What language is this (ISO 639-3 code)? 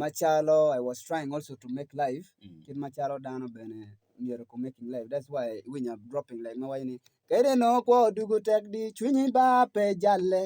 ach